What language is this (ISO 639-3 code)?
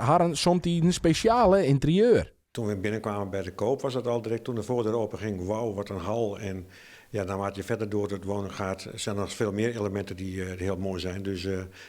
fry